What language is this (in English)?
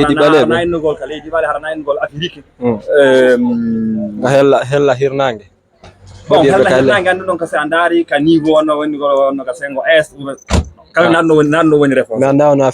Fula